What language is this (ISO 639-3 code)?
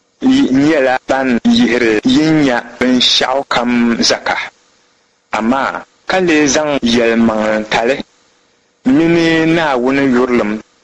dag